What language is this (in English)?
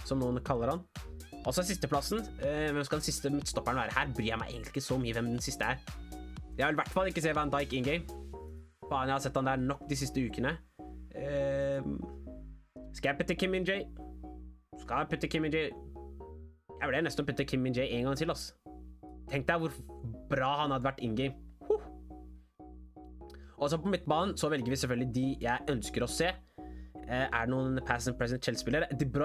Norwegian